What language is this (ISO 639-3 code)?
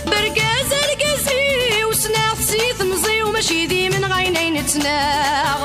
kab